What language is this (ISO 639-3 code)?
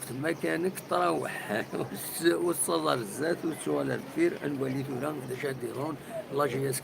kab